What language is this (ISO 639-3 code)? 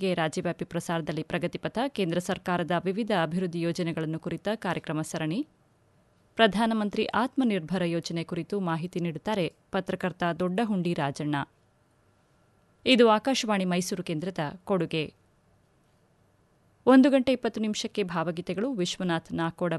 kan